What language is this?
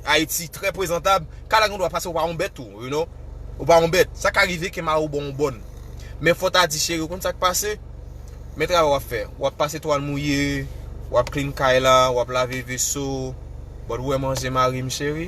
Haitian Creole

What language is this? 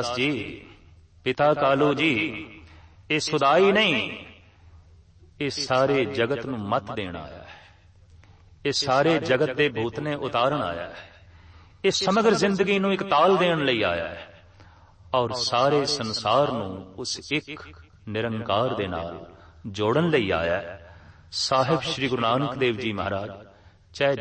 Punjabi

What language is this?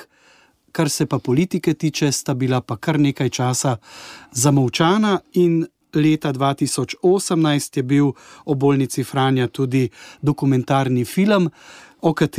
Slovenian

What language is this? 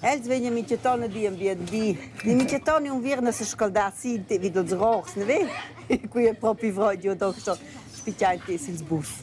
Romansh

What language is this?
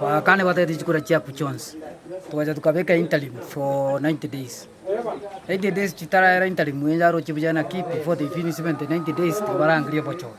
Gusii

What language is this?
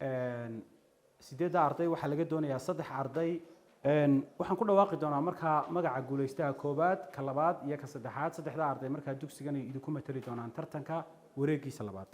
Somali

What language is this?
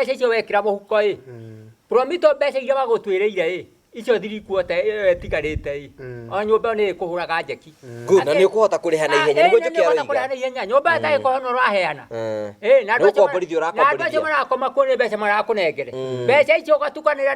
Kikuyu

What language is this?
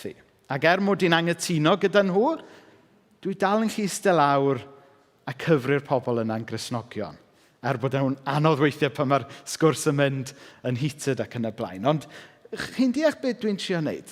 Welsh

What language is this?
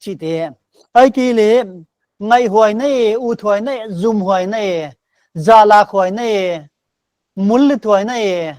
Paite Chin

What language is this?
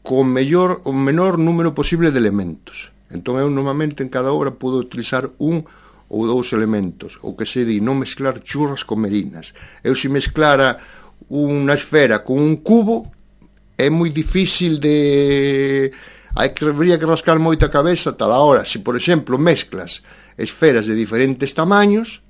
Galician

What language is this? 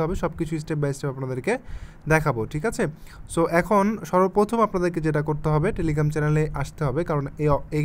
Bangla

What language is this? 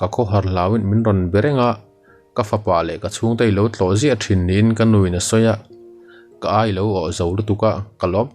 Mizo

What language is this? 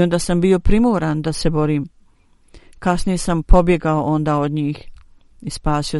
Bosnian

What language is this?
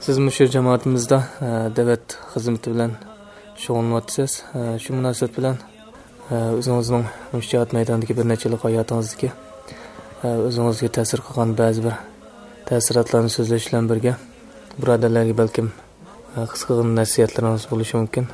Uyghur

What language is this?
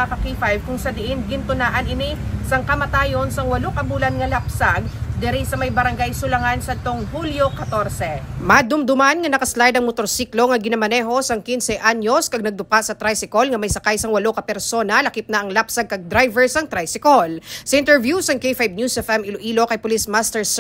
Hiligaynon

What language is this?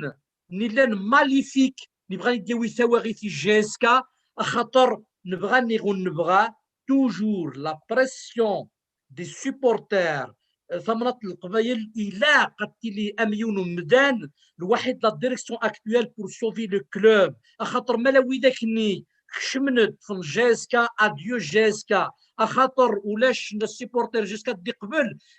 Kabyle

